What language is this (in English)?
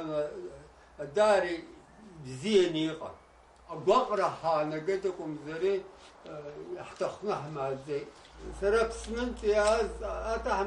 Abkhazian